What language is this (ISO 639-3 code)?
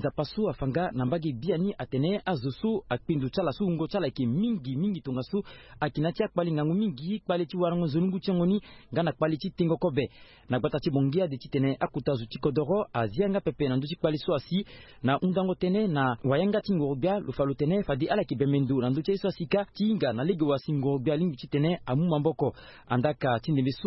sag